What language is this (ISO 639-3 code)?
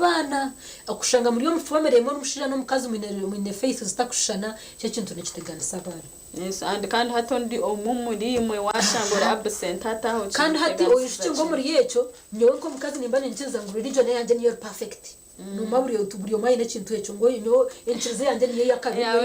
nyn